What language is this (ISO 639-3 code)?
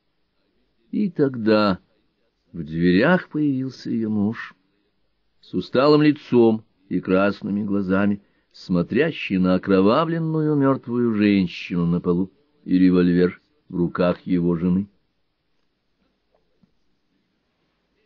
rus